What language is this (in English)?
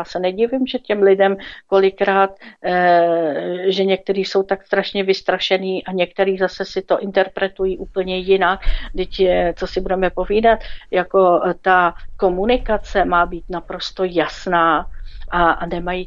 Czech